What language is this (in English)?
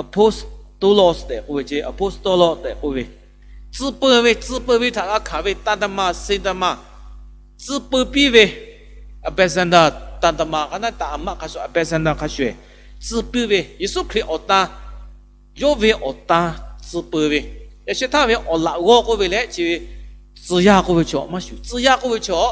Lahu